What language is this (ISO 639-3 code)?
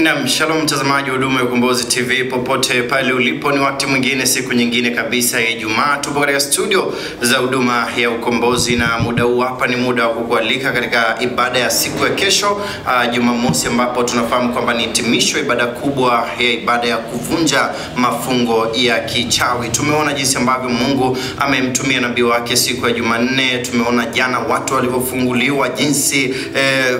swa